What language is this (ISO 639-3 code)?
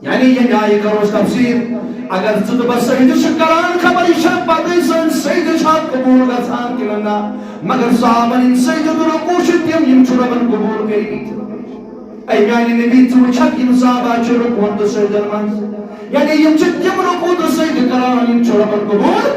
kas